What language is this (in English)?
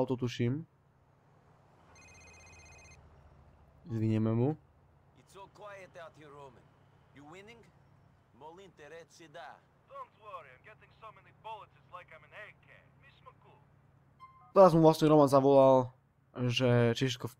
Slovak